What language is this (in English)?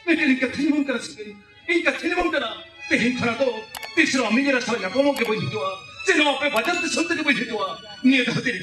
Santali